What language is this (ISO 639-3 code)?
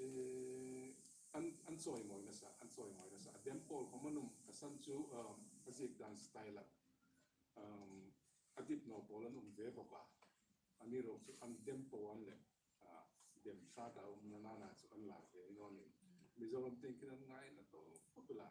hmr